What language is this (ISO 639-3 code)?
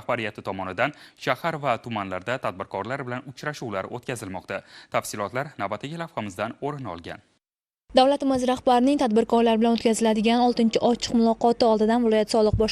uzb